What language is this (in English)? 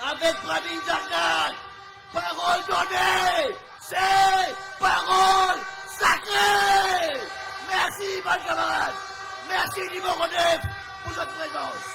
Morisyen